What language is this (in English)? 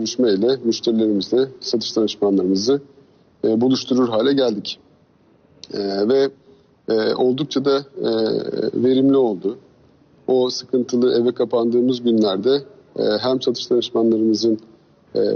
Turkish